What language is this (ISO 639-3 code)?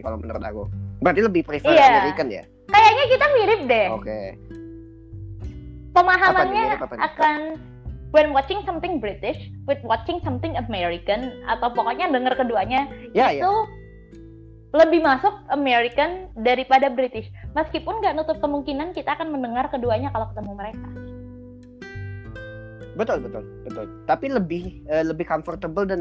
ind